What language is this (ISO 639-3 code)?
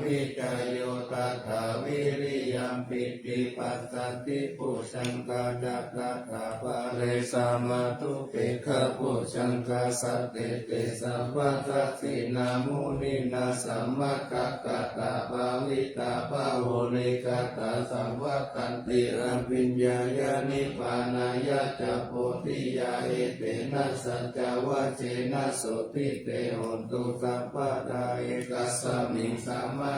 pli